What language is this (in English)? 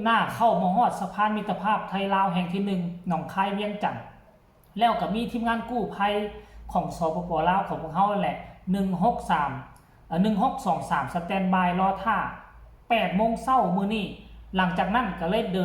Lao